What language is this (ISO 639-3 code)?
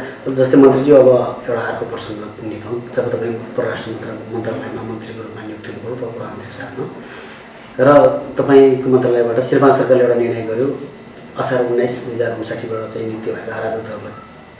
nep